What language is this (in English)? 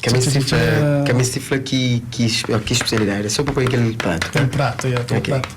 Kabuverdianu